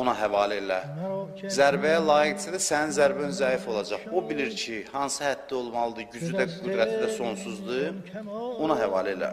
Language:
Azerbaijani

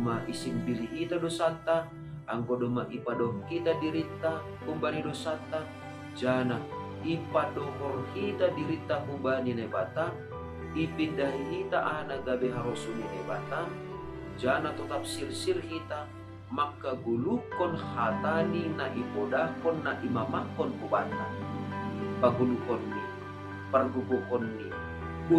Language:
Batak Simalungun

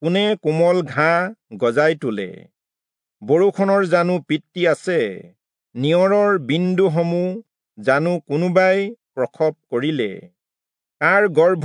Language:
Assamese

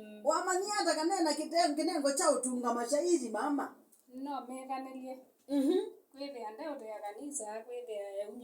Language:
Kamba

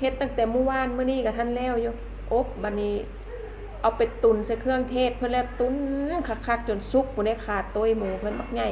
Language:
Lao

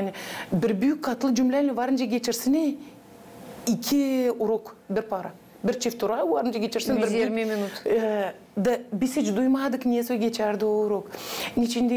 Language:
Gagauz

